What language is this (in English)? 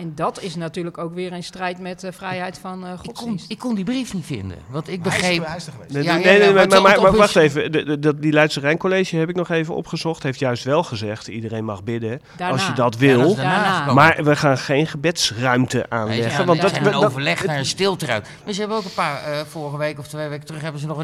Dutch